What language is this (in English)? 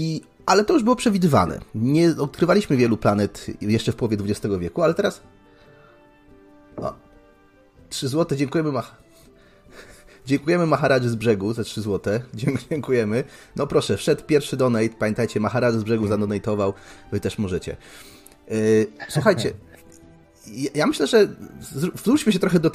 Polish